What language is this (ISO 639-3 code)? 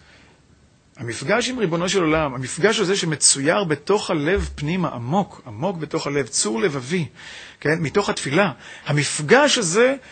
heb